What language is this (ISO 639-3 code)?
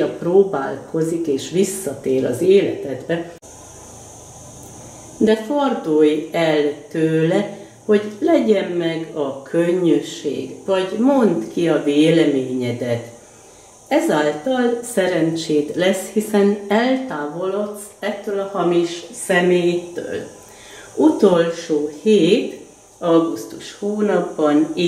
hun